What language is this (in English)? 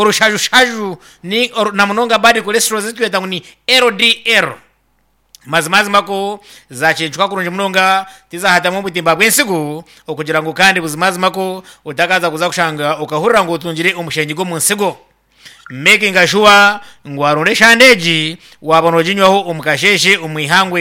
Nyankole